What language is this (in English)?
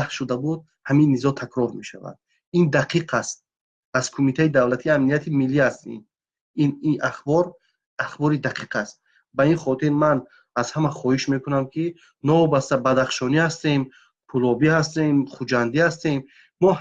Tajik